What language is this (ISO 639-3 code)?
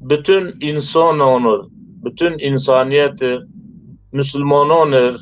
zza